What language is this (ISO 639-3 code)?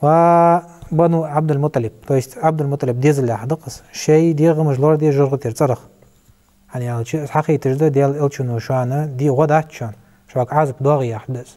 inh